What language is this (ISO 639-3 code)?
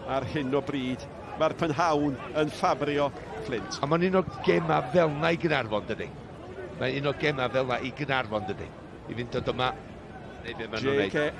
cym